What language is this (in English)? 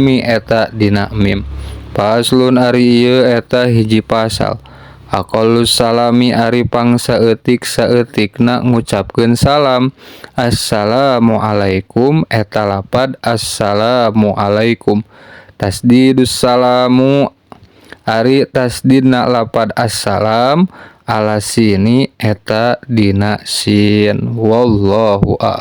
Sundanese